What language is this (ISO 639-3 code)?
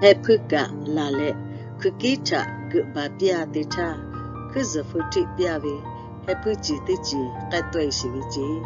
lhu